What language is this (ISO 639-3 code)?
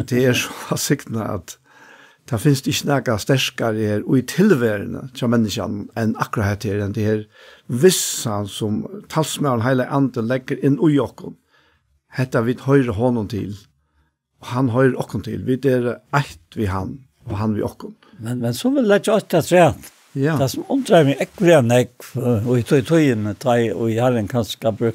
fao